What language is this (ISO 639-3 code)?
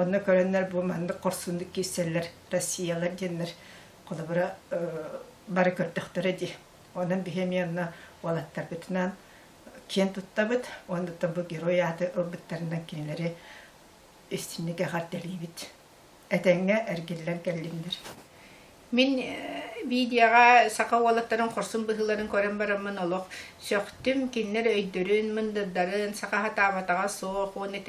sah